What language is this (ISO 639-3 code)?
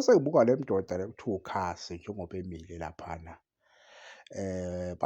zul